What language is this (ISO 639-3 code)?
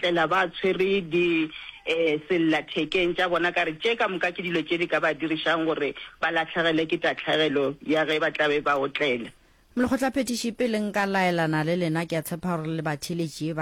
nso